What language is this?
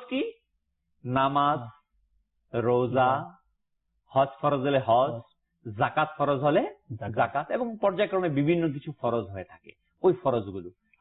Bangla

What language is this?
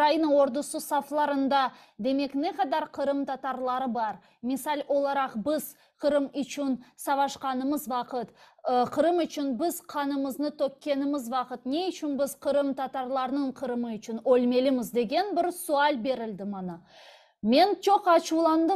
Crimean Tatar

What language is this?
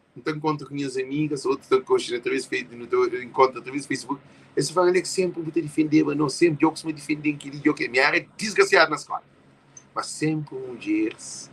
Kabuverdianu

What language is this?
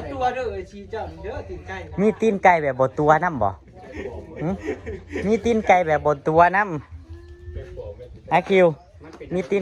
Northeastern Thai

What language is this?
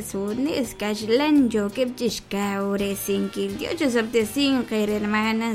Kekchí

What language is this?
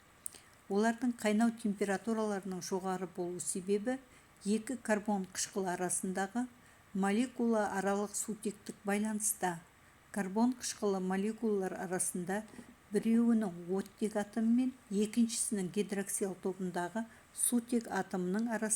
Kazakh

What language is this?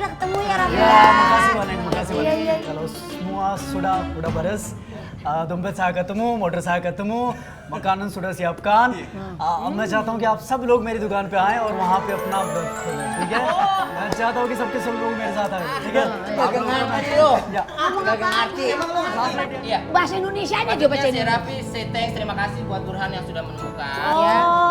Betawi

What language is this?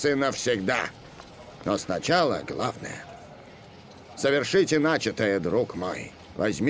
Russian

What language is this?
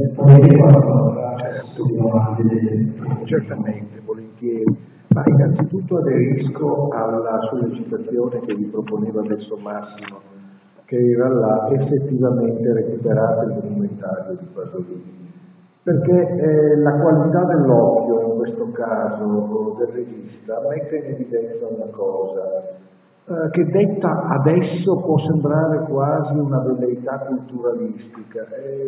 Italian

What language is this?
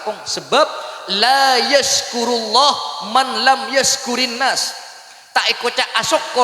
Madurese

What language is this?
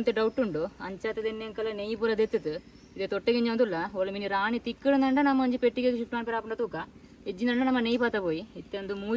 Tulu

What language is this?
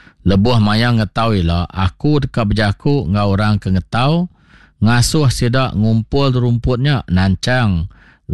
Iban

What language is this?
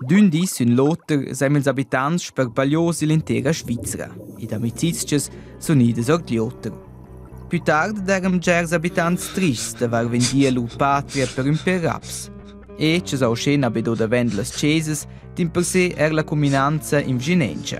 Romansh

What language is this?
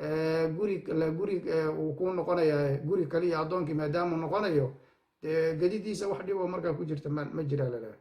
Somali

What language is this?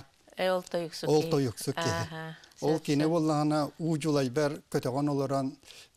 Yakut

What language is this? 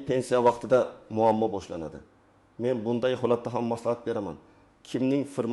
Uzbek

